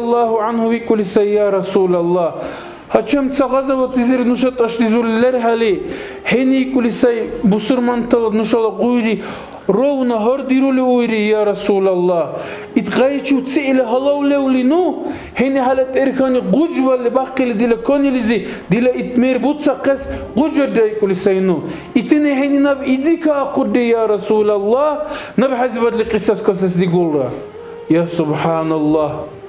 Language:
Dargwa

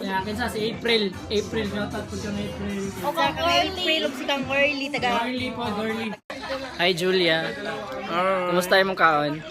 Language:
Cebuano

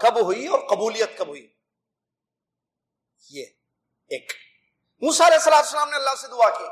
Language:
Urdu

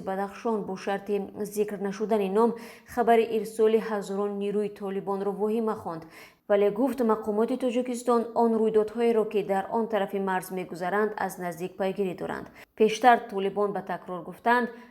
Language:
Tajik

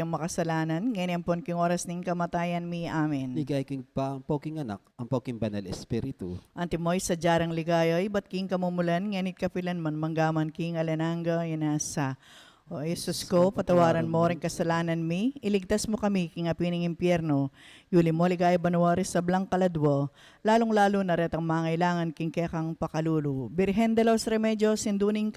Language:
Pampanga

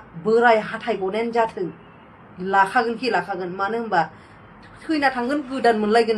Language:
Bodo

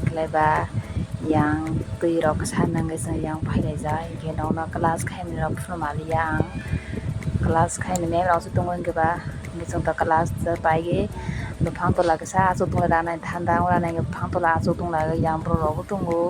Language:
Kok Borok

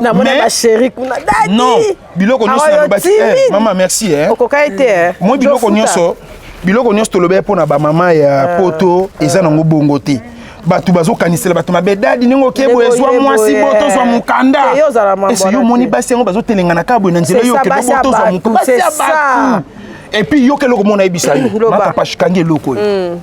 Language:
Lingala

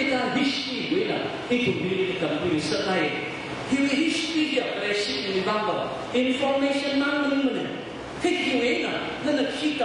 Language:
Tangkhul Naga (India)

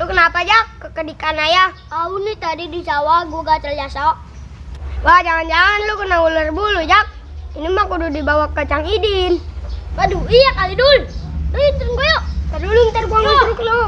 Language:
Betawi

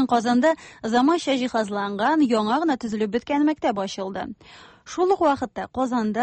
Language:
Tatar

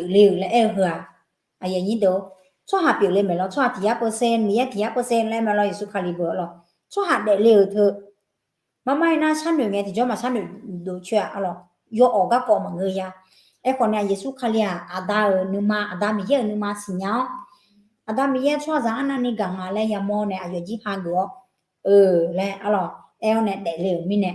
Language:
Akha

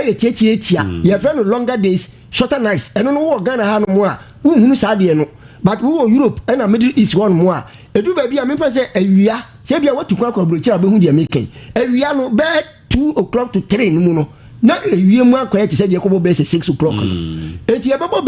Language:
Akan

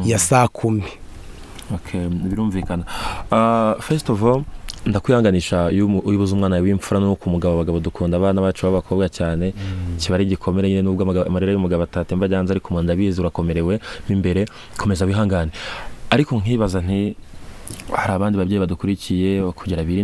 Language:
Kinyarwanda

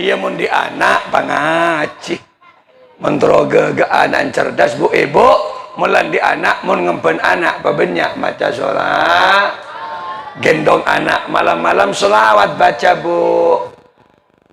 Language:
Madurese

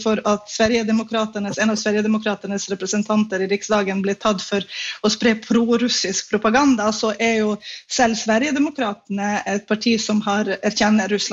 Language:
Norwegian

